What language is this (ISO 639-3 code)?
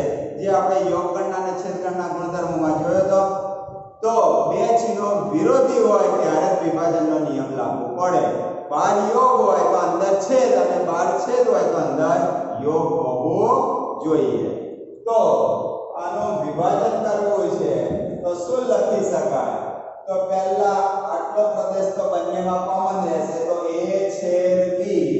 guj